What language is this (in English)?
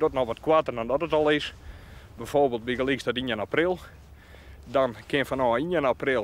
Western Frisian